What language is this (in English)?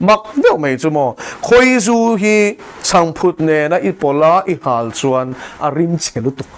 Mizo